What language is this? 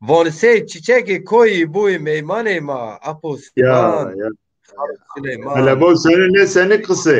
Zaza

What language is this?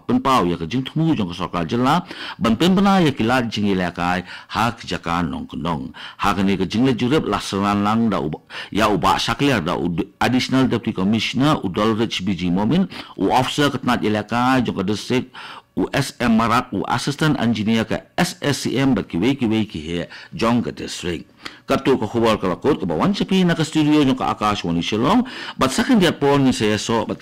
Khasi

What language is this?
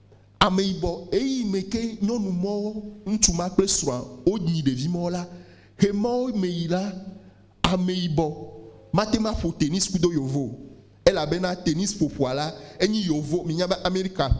Ewe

